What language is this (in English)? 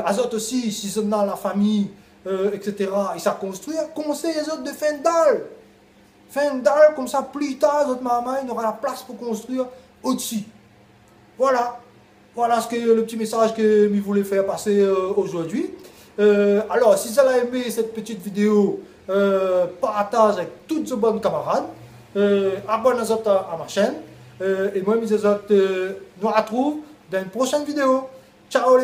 Réunion Creole French